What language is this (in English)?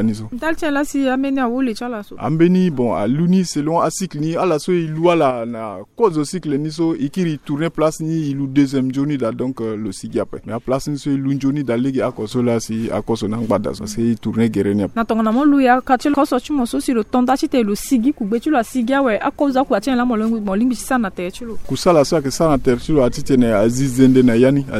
Sango